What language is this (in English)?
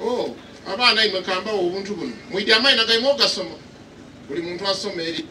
Soga